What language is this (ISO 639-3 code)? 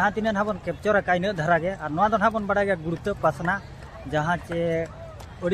sat